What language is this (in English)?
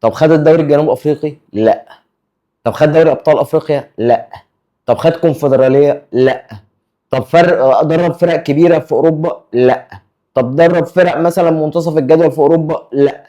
Egyptian Arabic